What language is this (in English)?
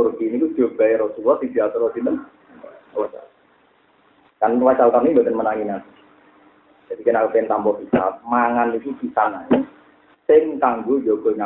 Indonesian